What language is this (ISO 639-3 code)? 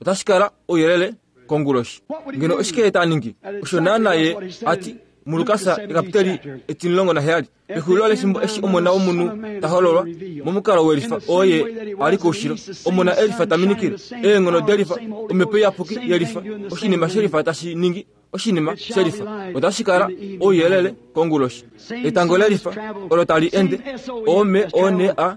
kua